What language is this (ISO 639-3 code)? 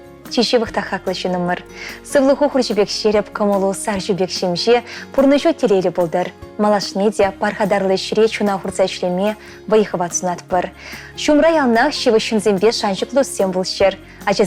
chv